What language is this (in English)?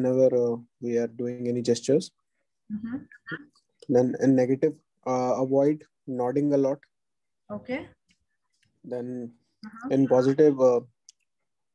English